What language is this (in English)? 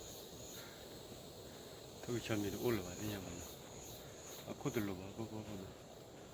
S'gaw Karen